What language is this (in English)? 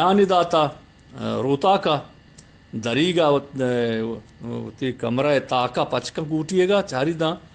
Eastern Balochi